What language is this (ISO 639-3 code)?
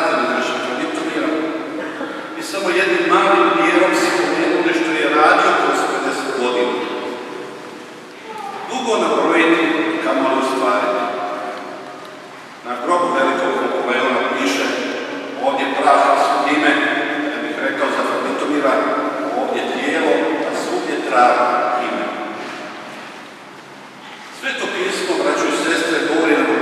hrv